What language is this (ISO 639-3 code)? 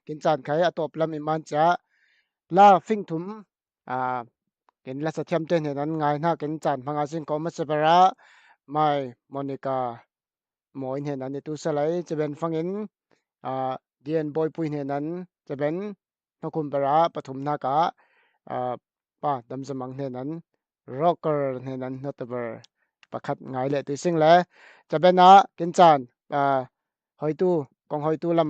cfm